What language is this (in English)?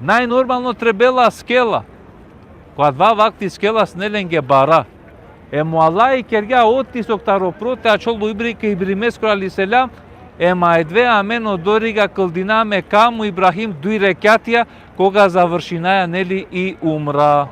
Balkan Romani